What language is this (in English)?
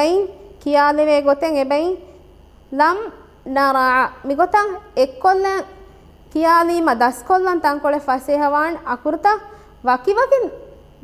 Divehi